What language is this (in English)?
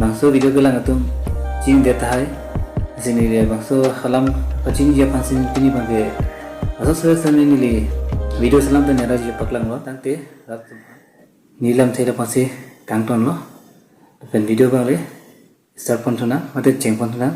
Karbi